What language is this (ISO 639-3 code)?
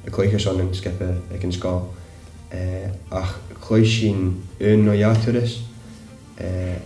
gla